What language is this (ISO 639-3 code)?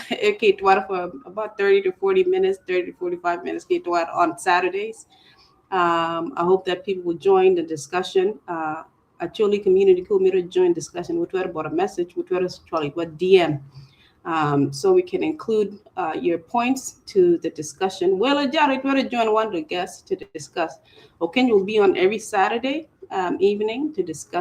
ach